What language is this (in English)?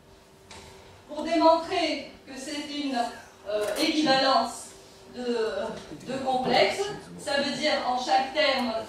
French